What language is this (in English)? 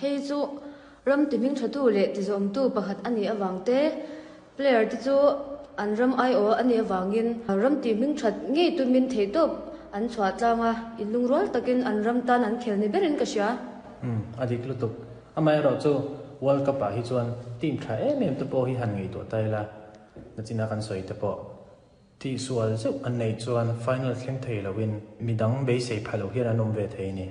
Mizo